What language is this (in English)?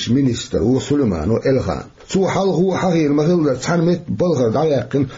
Chechen